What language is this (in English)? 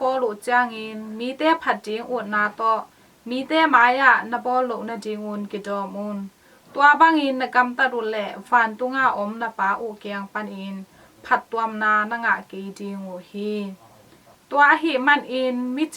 Tedim Chin